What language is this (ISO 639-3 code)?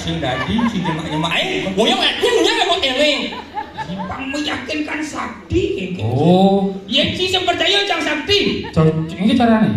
ban